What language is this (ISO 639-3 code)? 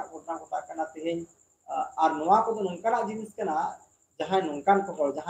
sat